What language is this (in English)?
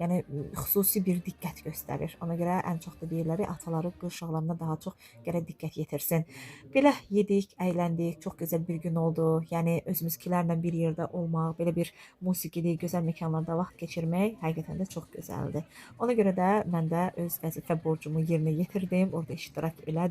Azerbaijani